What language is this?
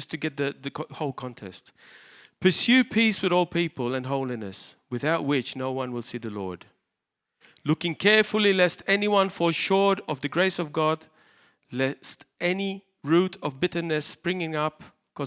English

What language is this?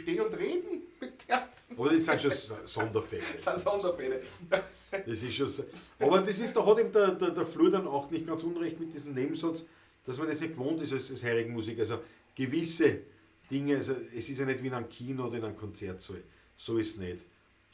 Bavarian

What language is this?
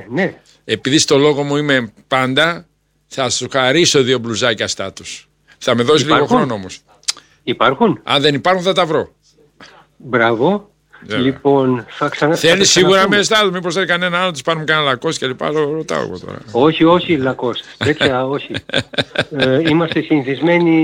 Greek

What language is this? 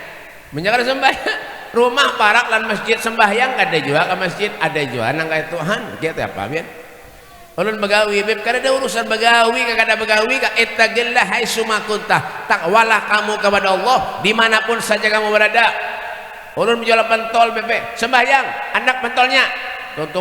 Banjar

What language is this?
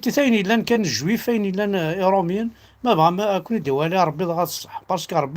Kabyle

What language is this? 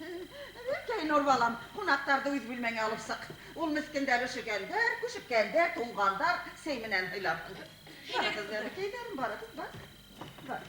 Bashkir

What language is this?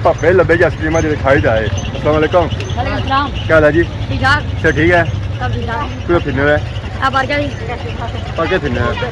Pahari-Potwari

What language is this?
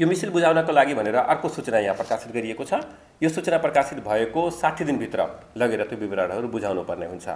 Nepali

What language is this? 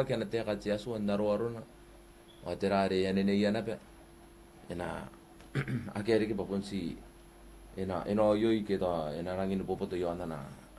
Gilbertese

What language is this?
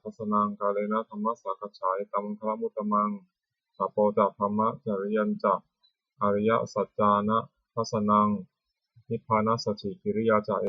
Pali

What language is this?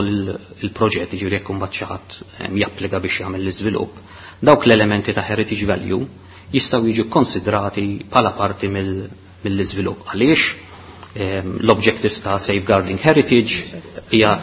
Maltese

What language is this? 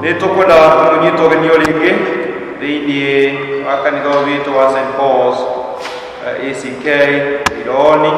Kikuyu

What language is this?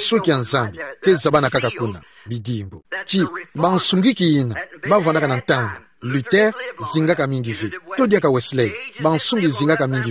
Kituba (Democratic Republic of Congo)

